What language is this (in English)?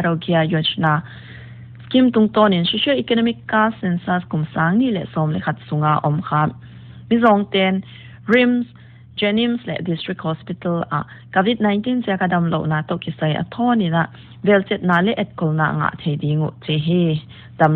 Paite Chin